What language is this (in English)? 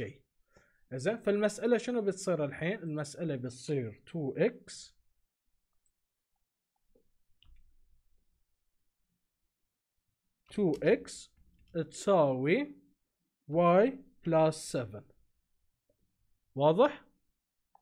Gulf Arabic